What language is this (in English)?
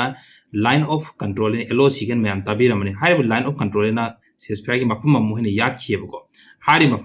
Manipuri